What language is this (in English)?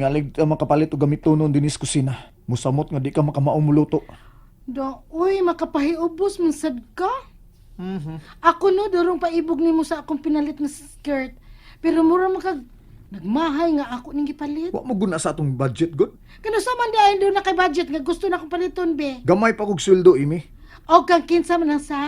Cebuano